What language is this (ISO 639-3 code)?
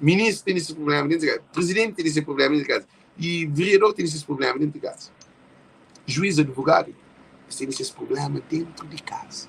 kea